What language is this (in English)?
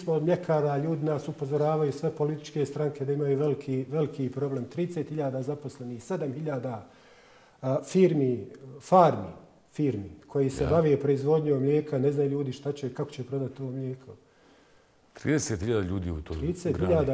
Bosnian